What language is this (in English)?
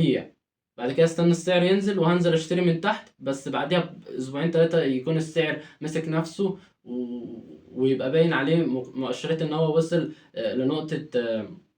Egyptian Arabic